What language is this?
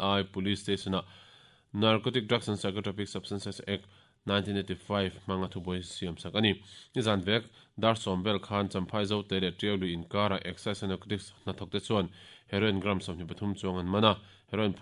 Mizo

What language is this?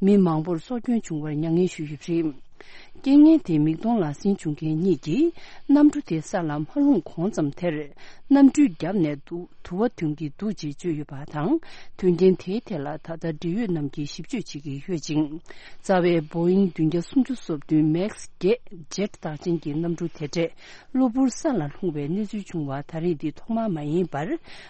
Tibetan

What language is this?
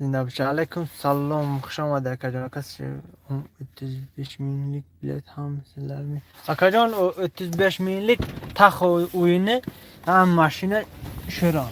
Tajik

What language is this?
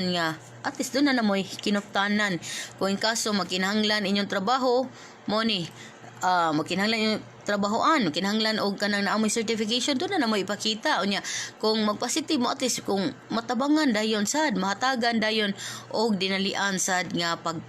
Cebuano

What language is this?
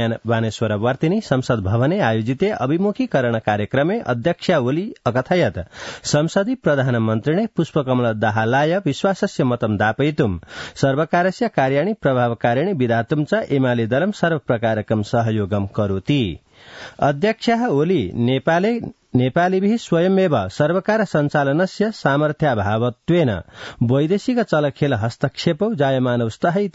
Sanskrit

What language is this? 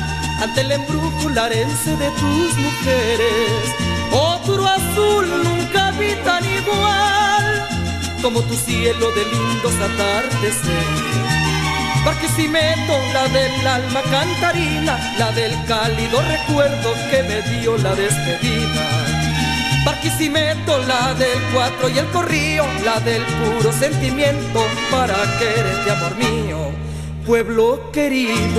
Spanish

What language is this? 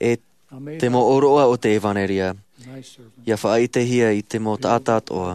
Tahitian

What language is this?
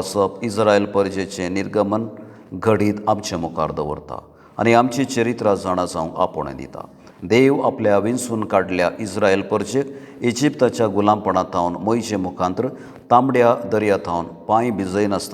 Konkani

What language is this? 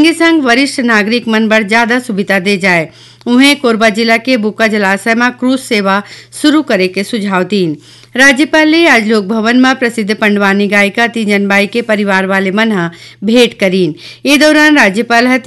Chhattisgarhi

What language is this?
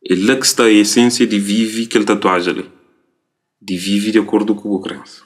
Kabuverdianu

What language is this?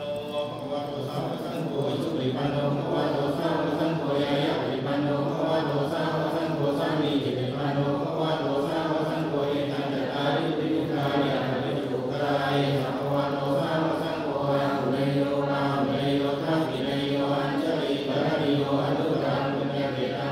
Pali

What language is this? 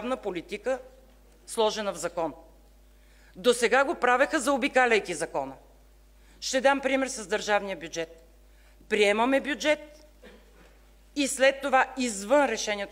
Bulgarian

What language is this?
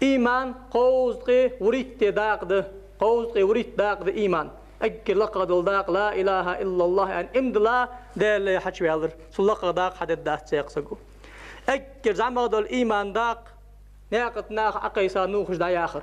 Ingush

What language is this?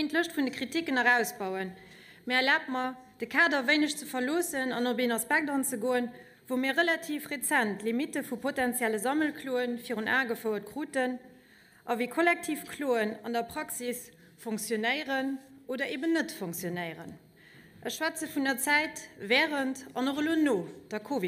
Luxembourgish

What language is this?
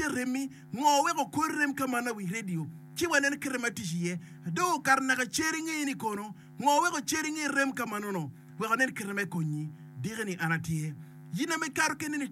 Acoli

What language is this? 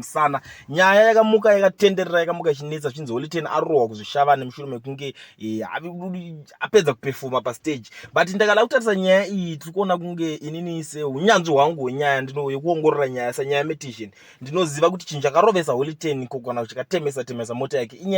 Shona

